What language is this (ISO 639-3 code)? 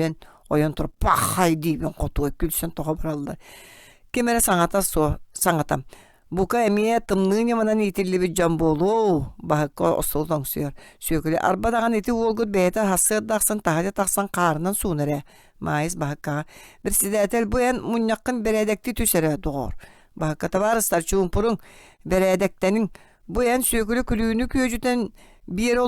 sah